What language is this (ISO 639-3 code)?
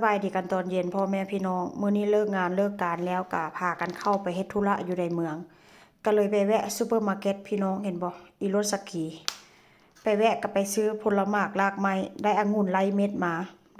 tts